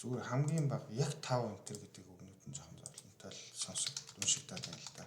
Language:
Mongolian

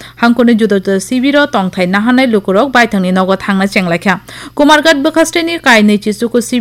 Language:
Kok Borok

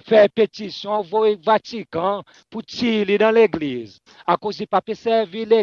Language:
Seselwa Creole French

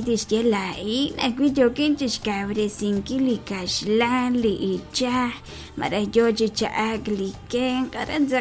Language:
Kekchí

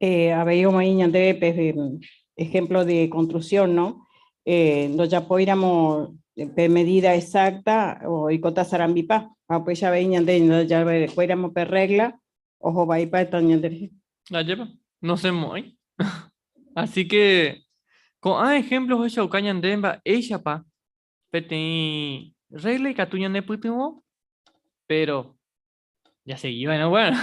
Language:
Guarani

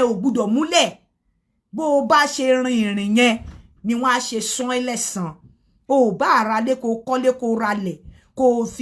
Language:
Yoruba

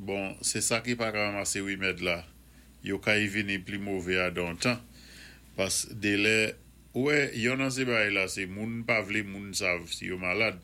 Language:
Saint Lucian Creole French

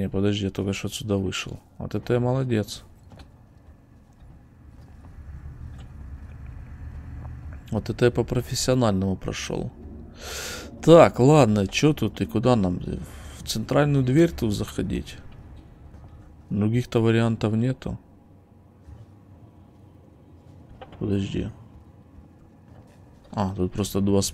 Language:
Russian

